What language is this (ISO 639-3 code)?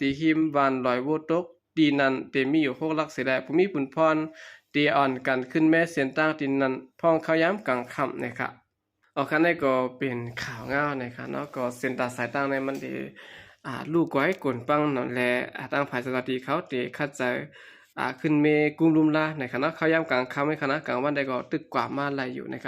shn